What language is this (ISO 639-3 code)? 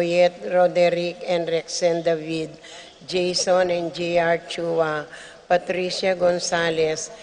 pam